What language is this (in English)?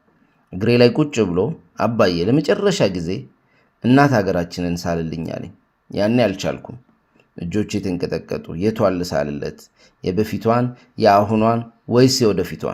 Amharic